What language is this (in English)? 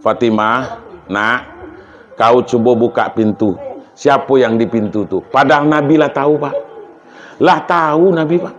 Minangkabau